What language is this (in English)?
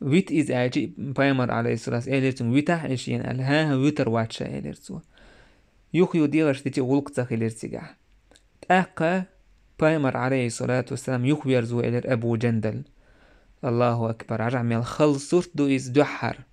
Chechen